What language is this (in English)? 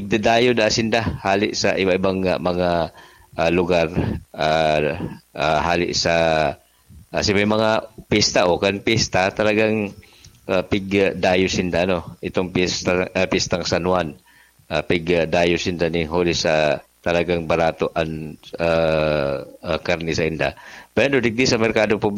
Bikol